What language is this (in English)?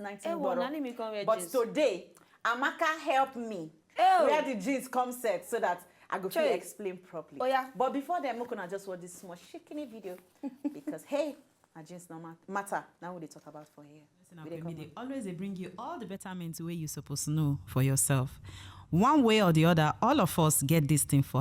Nigerian Pidgin